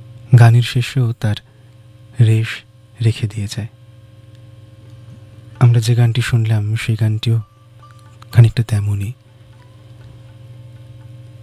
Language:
Bangla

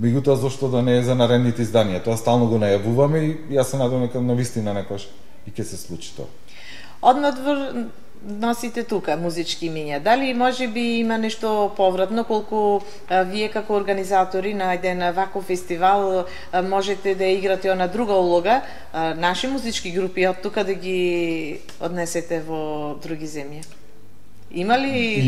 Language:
Macedonian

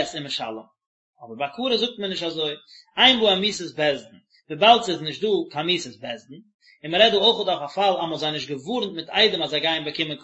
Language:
Yiddish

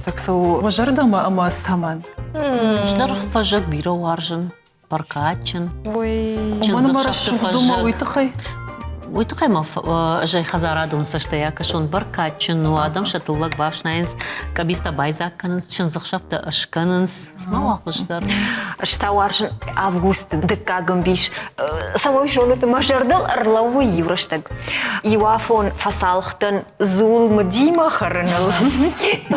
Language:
Ossetic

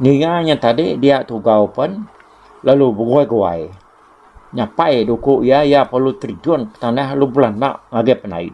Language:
Iban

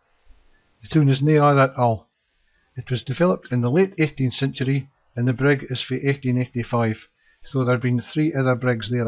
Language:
Scots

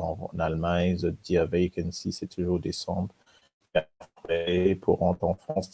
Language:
Morisyen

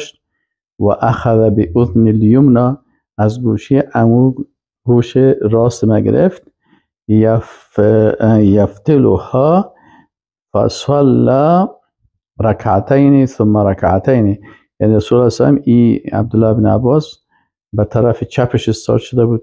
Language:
Persian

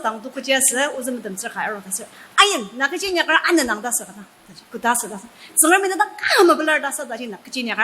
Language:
Ao Naga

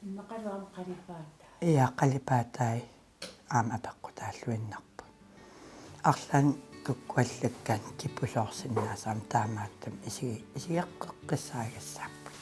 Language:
Kalaallisut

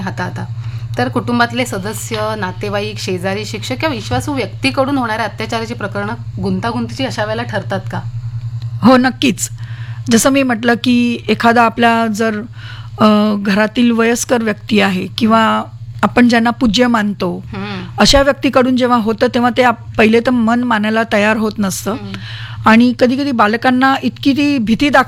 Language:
Marathi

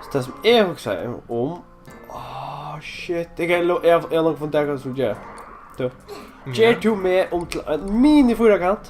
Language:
Faroese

